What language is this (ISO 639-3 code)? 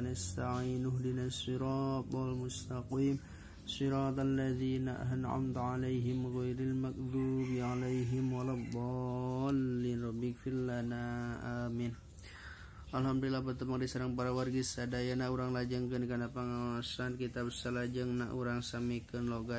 sun